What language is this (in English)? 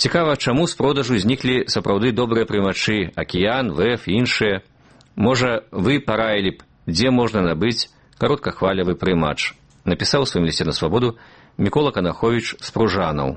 Belarusian